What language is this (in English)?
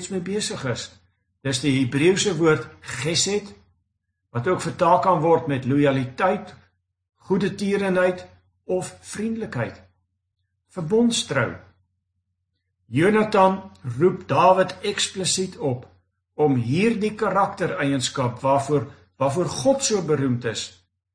Afrikaans